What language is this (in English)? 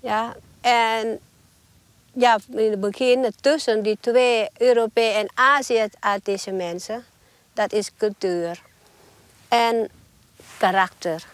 Western Frisian